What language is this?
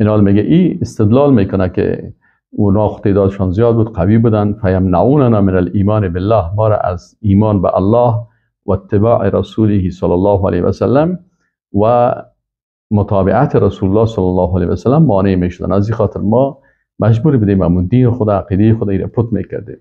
Persian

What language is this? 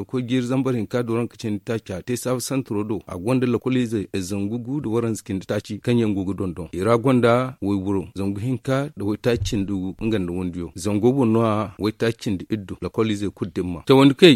Zarma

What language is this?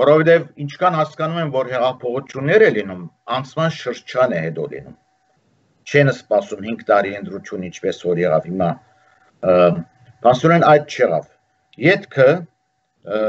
Armenian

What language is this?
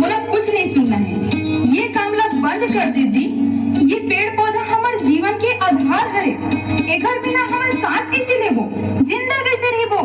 Chhattisgarhi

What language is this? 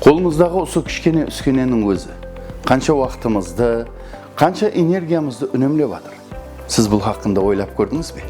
Kara-Kalpak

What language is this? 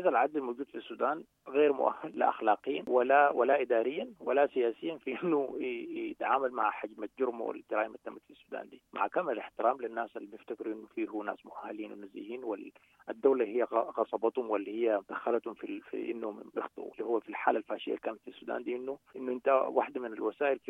Sudanese Arabic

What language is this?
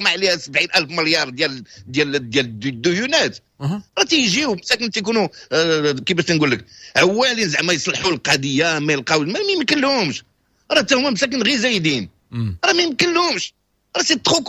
Moroccan Arabic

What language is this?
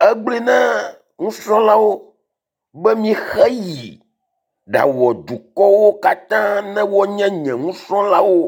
Ewe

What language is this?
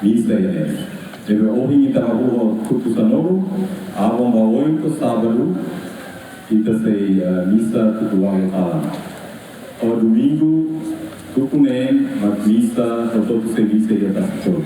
Tetum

